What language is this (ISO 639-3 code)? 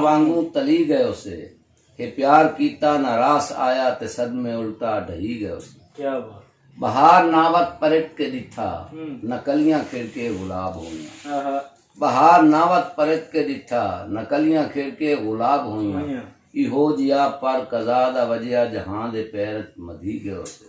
skr